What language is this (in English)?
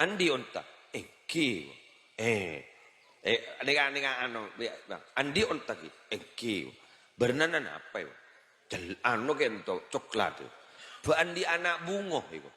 Madurese